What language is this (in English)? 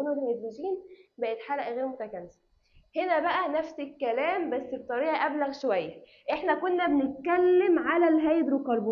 Egyptian Arabic